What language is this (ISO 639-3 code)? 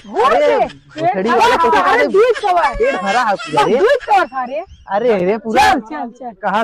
awa